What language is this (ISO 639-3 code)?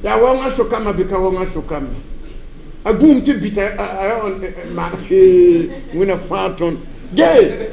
mos